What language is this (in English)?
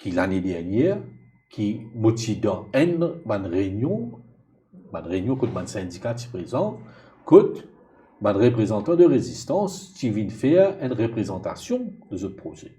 Morisyen